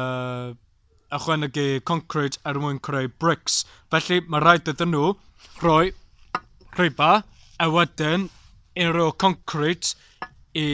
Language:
Welsh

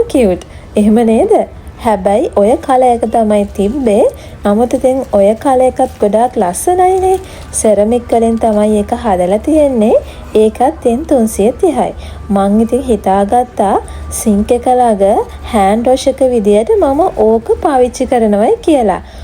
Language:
Sinhala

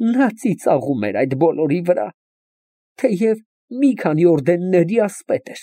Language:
Armenian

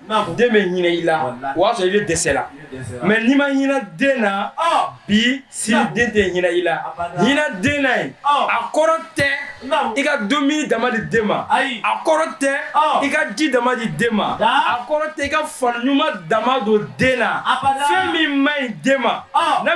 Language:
Bambara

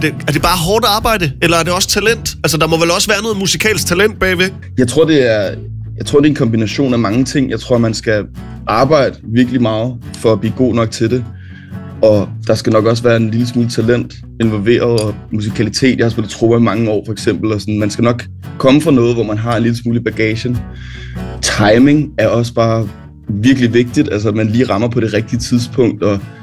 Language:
Danish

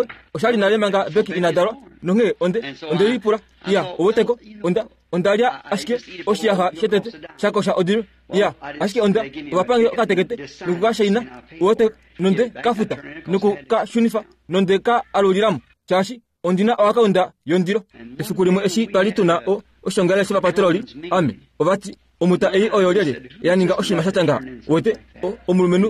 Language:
Kuanyama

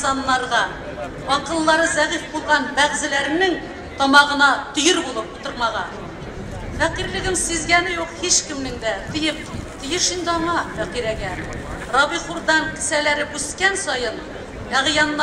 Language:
Tatar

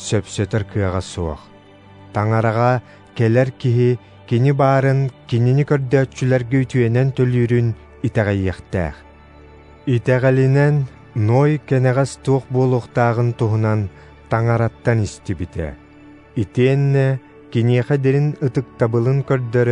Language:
Yakut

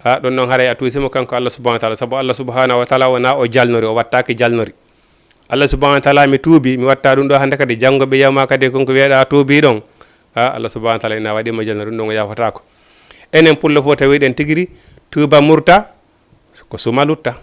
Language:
Fula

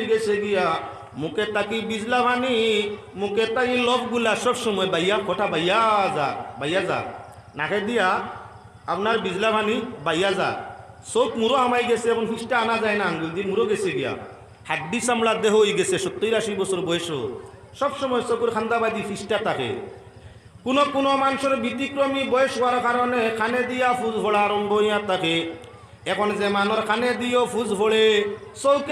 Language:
Sylheti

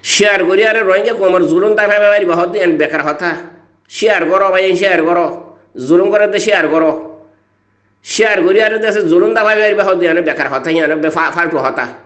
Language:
Rohingya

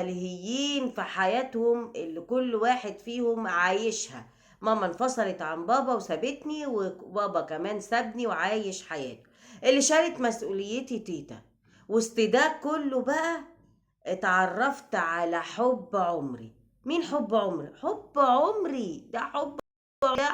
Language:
Egyptian Arabic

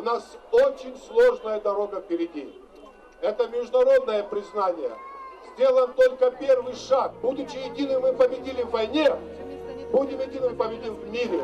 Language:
Abkhazian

